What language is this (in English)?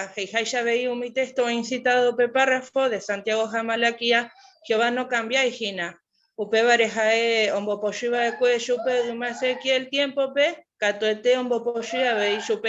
Guarani